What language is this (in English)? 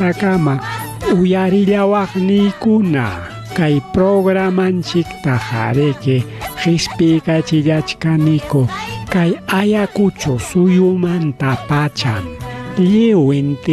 Ayacucho Quechua